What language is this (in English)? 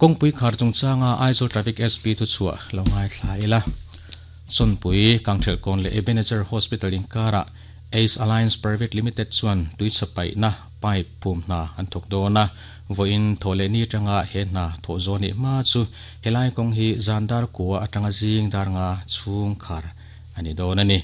Mizo